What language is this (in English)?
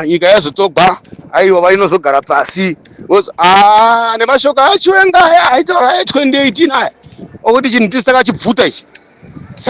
Shona